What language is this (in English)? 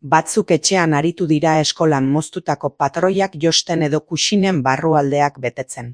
Basque